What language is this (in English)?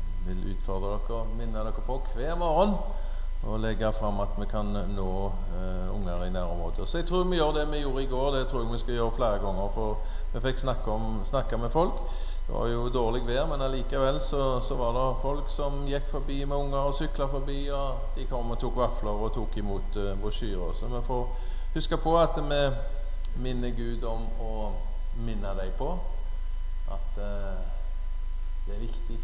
Norwegian